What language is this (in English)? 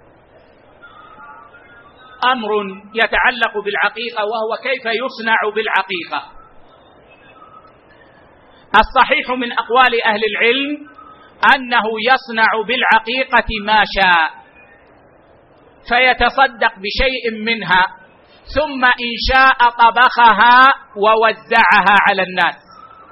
Arabic